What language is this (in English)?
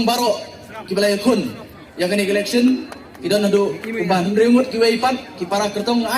Khasi